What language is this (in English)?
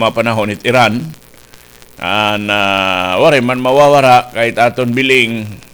Waray